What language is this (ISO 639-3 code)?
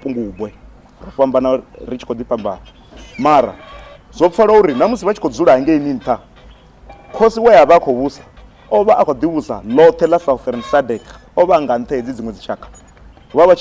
ven